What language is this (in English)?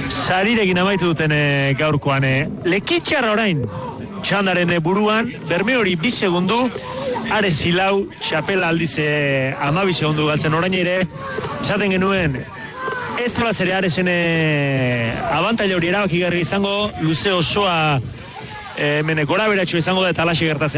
Basque